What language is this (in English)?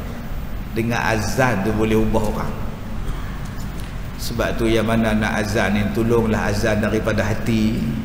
Malay